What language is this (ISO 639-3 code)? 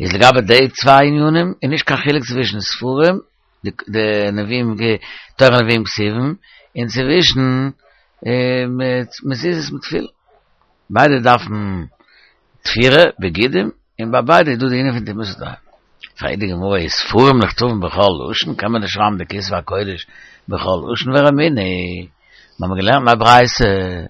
yid